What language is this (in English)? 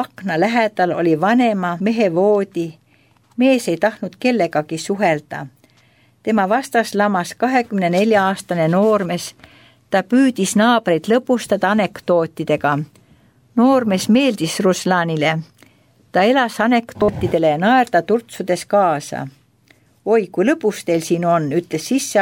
Estonian